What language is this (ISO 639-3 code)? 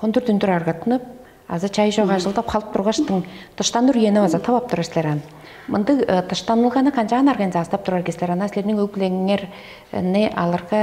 tyv